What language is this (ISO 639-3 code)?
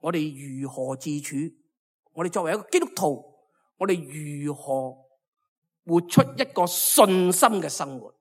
yue